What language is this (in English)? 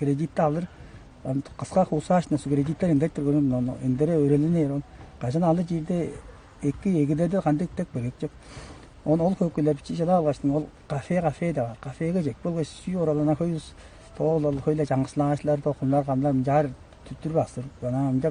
Tuvinian